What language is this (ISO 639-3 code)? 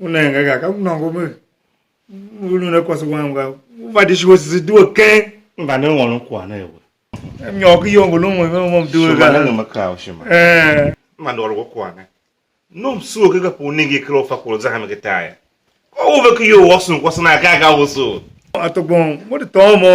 tiv